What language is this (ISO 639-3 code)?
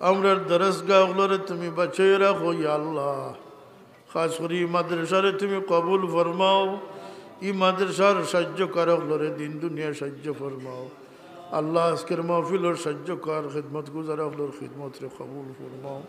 syl